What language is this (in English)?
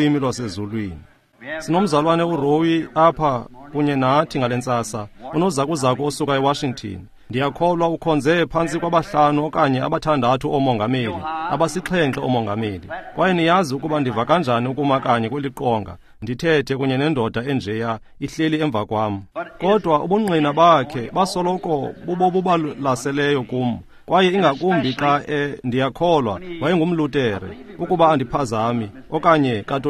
Xhosa